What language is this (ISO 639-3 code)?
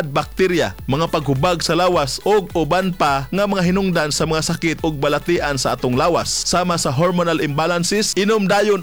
ceb